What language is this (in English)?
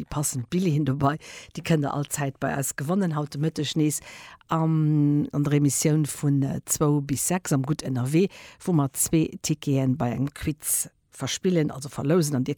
Luxembourgish